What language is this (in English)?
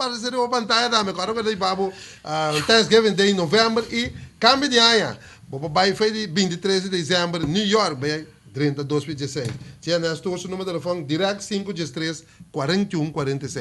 Papiamento